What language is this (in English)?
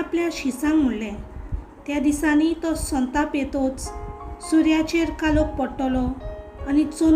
Konkani